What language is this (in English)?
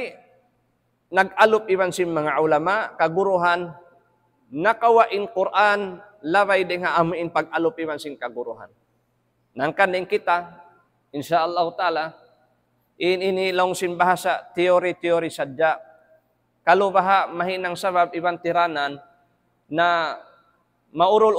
Tausug